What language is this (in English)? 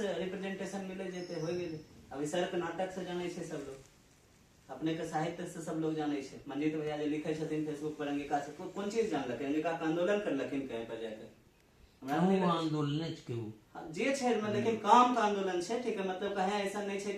Angika